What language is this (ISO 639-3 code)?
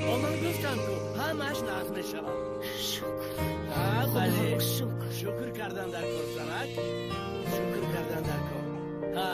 tgk